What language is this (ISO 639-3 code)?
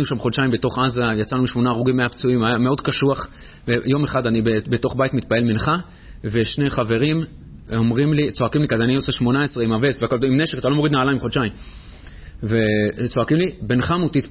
heb